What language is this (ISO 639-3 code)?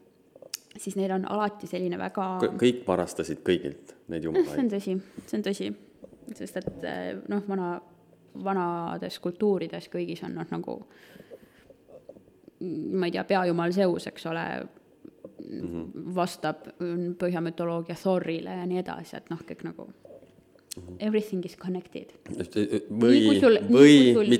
est